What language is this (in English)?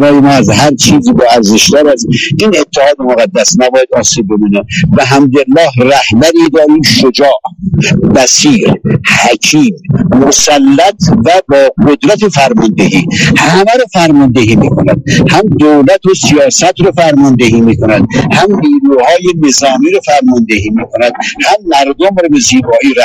Persian